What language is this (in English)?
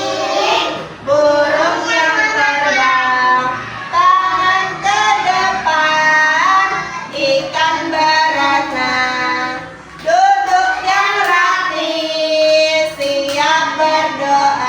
Banjar